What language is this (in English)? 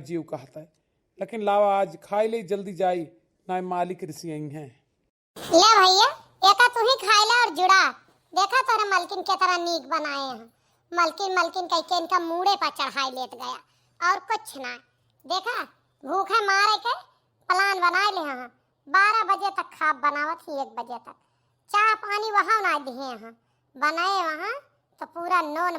Awadhi